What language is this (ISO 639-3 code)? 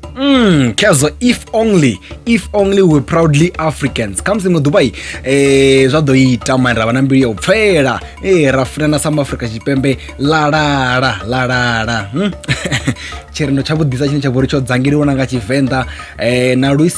ven